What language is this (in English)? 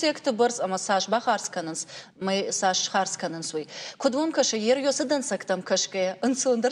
Ossetic